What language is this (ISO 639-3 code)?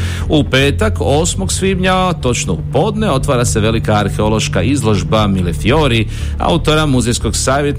hrv